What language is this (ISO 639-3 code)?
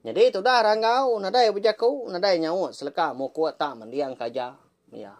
iba